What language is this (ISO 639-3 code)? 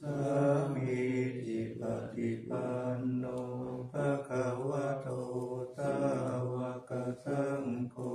pli